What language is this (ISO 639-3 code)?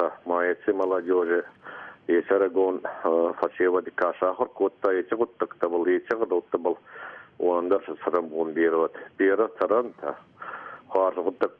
oss